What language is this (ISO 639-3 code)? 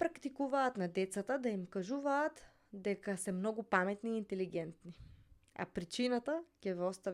mkd